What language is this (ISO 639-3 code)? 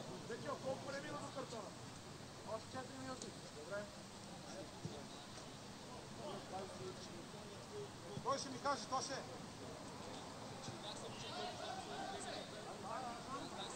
bul